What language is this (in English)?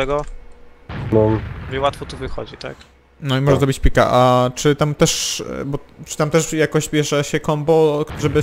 Polish